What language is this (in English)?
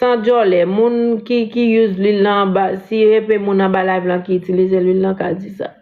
Haitian Creole